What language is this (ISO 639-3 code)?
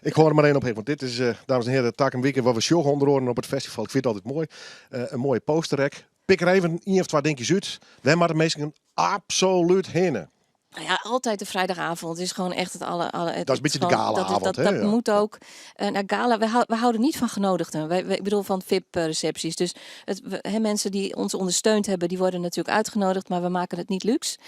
fry